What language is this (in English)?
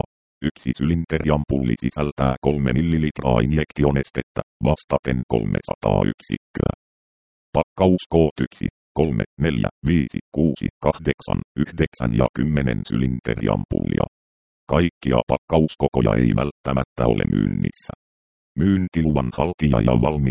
Finnish